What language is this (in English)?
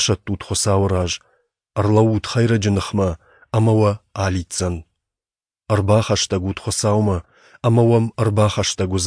Ossetic